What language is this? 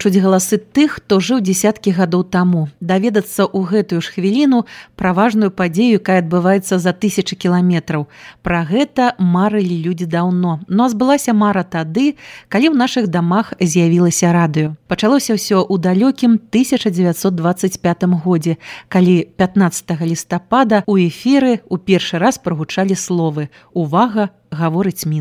Belarusian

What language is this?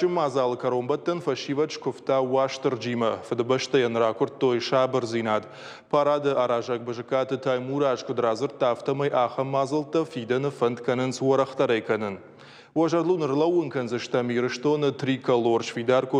Ossetic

